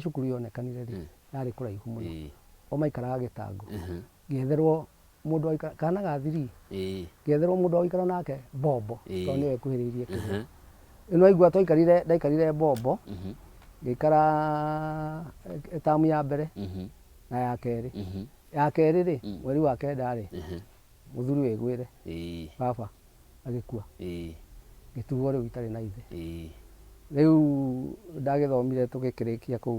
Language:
Kikuyu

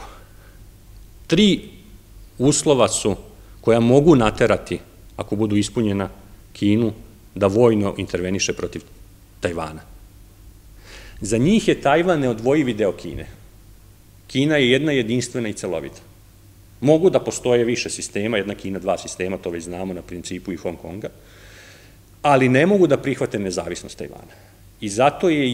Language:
Serbian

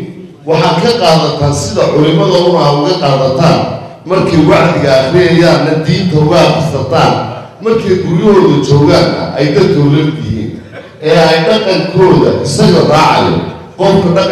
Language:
Somali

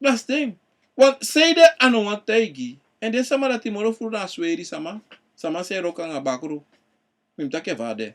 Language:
Sranan Tongo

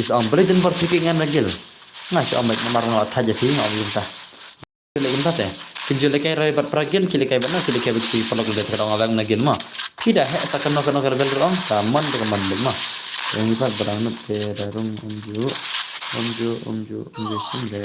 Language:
Khasi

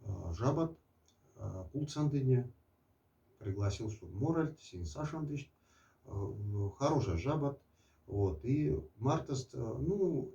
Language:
Moksha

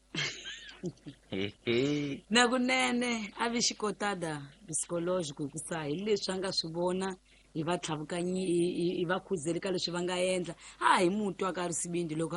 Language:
Tsonga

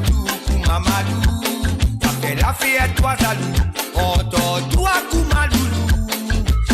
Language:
Morisyen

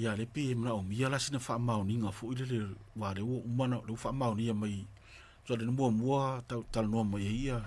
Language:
Samoan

